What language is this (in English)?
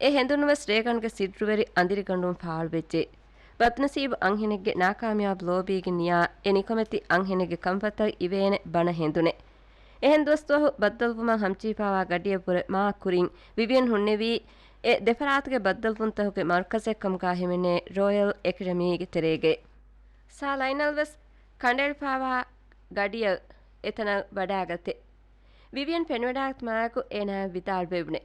Divehi